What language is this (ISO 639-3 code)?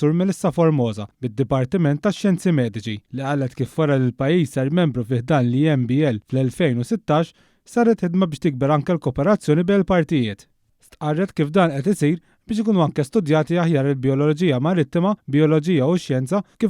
mlt